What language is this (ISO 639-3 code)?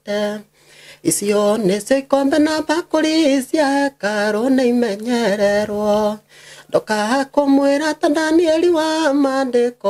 kik